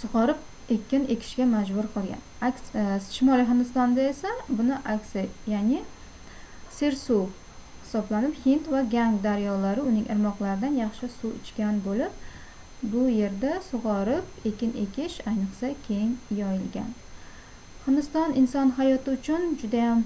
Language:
Uzbek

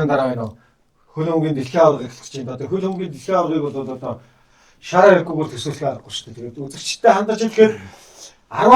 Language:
Mongolian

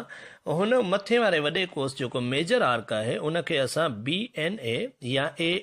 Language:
Sindhi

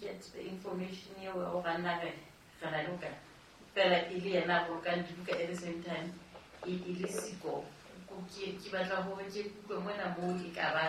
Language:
Southern Sotho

